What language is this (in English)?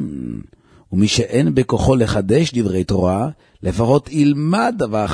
Hebrew